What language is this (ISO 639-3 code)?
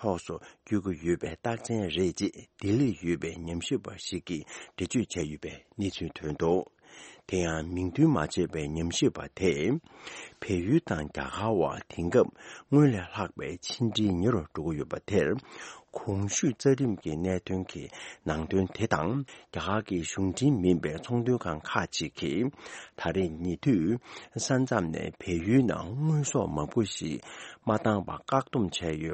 bod